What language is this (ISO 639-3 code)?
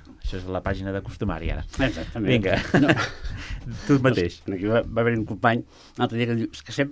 cat